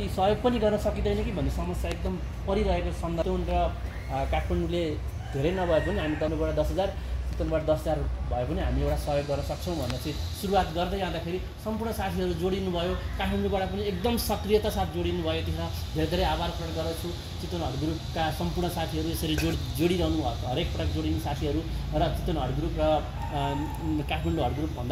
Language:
Nepali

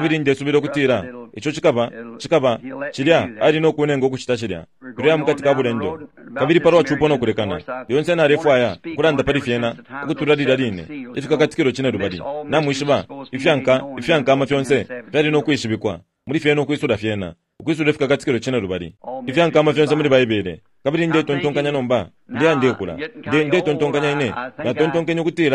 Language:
Bemba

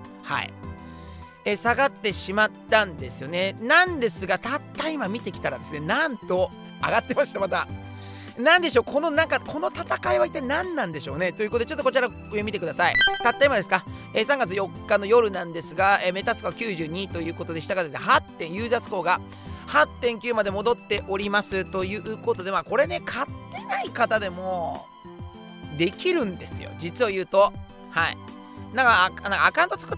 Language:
Japanese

